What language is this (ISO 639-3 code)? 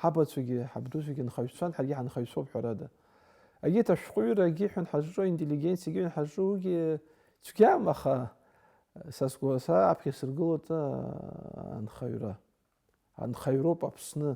abk